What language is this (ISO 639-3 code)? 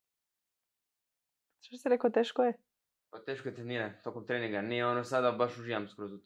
hrv